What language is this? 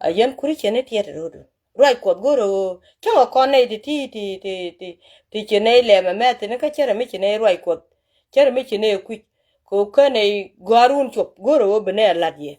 Nuer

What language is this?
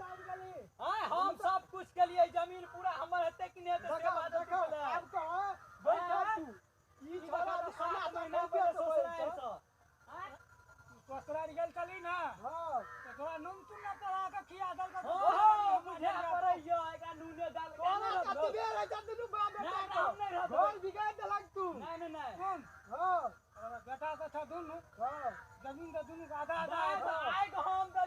Maithili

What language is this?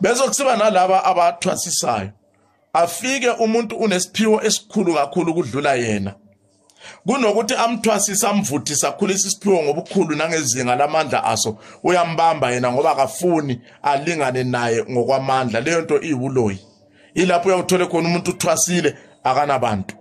Zulu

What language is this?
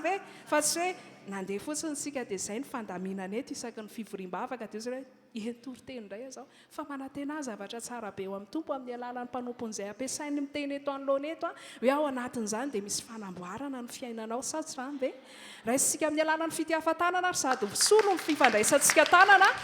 Malagasy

